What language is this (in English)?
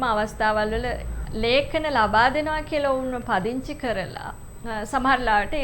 Sinhala